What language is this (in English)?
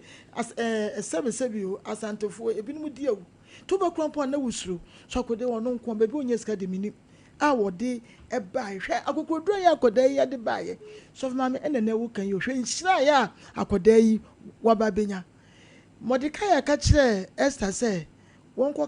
Akan